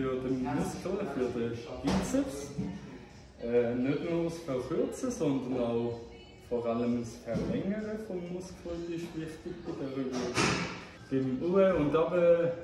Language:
Swiss German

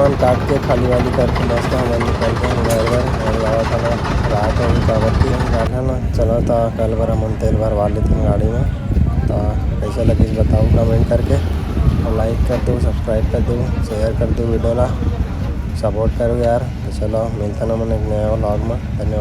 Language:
Chhattisgarhi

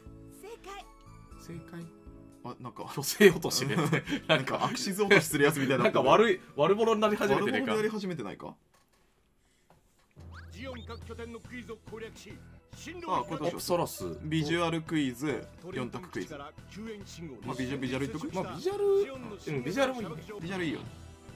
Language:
Japanese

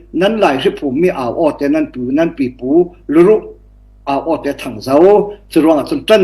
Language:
Falam Chin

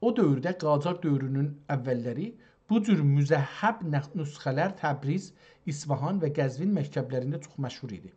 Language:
South Azerbaijani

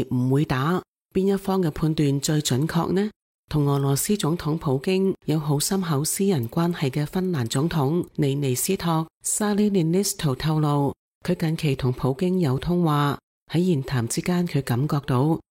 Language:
Cantonese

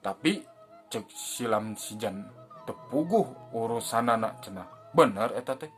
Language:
Sundanese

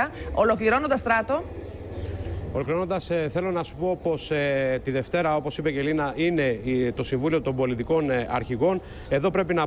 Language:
Greek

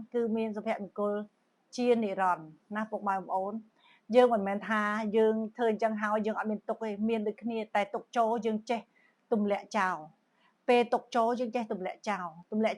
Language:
Khmer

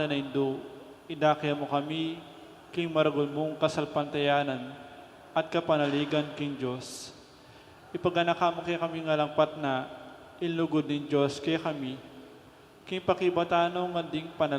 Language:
Pampanga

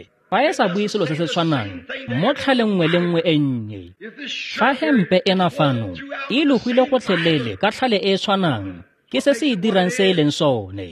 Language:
Tswana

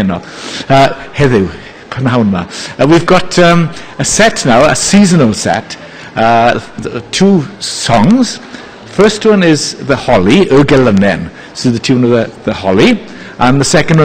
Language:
Welsh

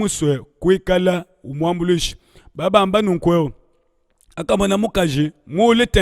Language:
Luba-Lulua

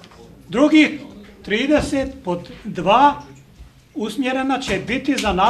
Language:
Bosnian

